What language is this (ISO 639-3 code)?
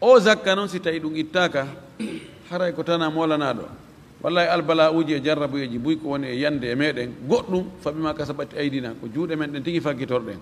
ful